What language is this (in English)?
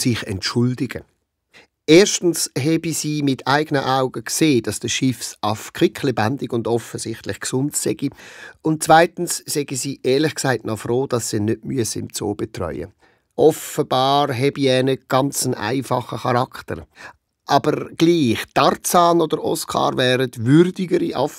Swiss German